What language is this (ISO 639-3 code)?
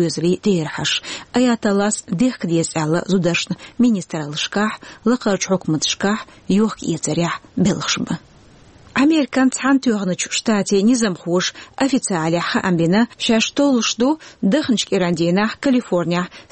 che